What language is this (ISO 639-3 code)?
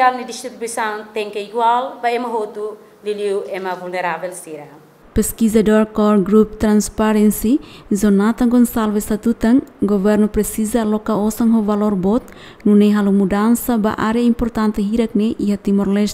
tet